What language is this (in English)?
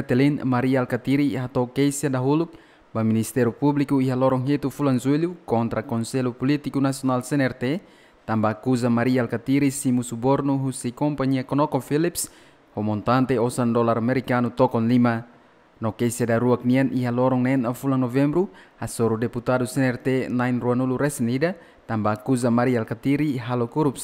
Tetum